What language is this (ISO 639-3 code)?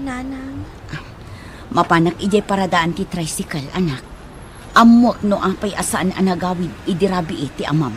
ilo